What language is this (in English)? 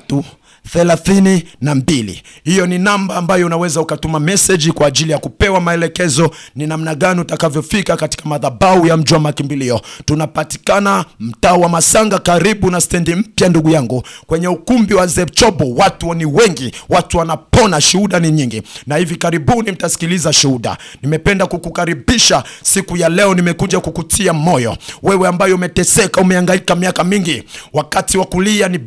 Swahili